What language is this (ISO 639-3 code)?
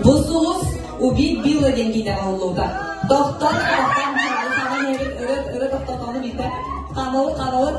sah